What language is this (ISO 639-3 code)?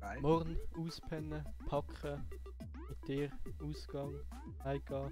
gsw